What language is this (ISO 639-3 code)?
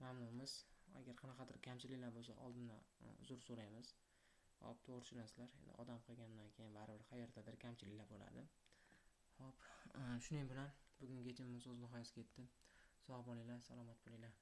uzb